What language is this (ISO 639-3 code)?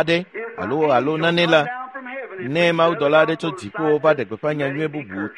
ewe